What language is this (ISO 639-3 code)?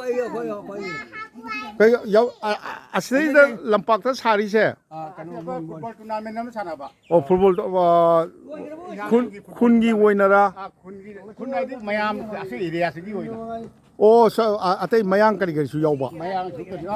mni